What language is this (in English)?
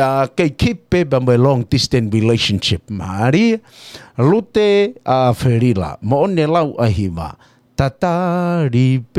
Tongan